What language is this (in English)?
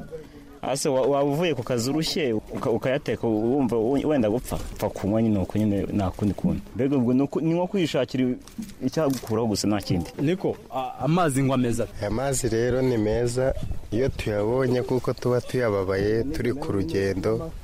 Kinyarwanda